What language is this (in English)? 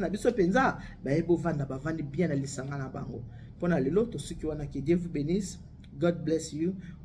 Lingala